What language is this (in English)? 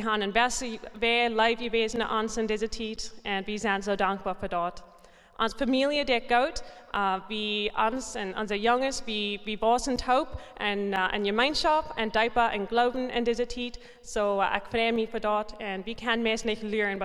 Plautdietsch